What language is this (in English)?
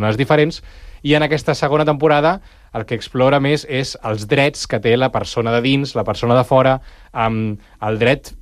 Catalan